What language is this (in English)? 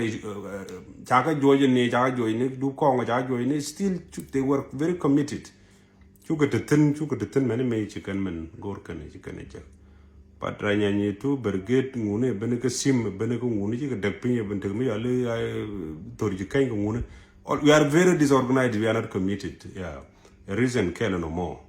Nuer